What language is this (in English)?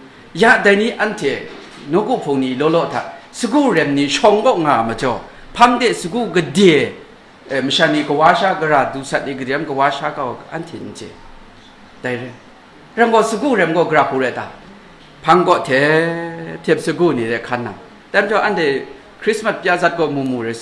Kachin